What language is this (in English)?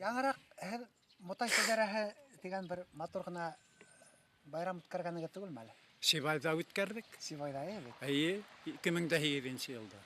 Bashkir